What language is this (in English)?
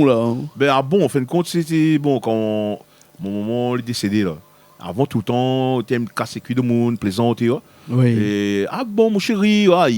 Réunion Creole French